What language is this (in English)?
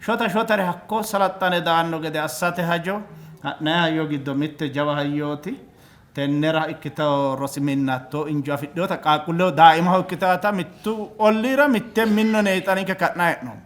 Sidamo